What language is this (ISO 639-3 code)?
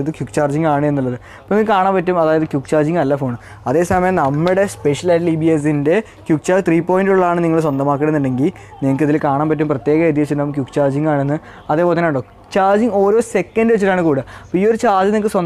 mal